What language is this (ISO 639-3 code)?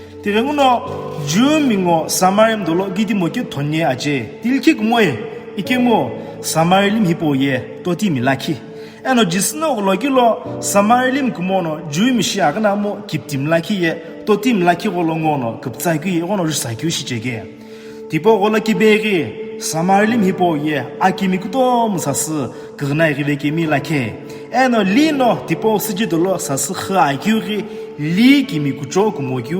nsm